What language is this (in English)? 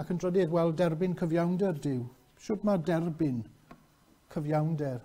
Welsh